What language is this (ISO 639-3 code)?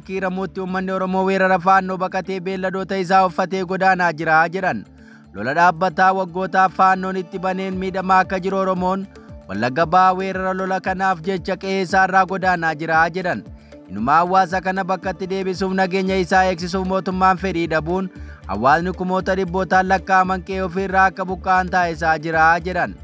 orm